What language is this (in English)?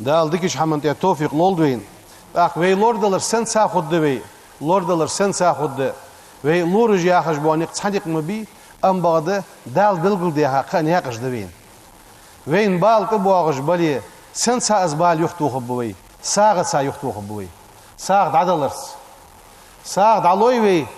Ingush